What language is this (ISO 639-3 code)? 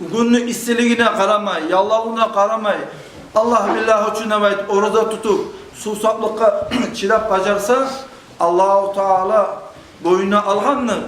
kum